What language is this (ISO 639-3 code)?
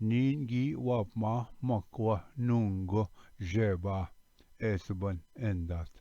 oji